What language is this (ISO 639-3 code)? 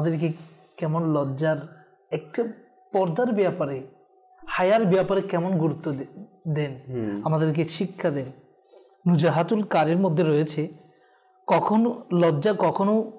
ben